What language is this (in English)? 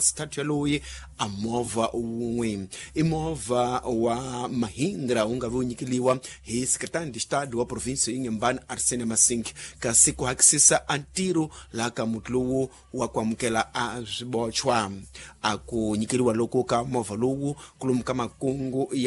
Tsonga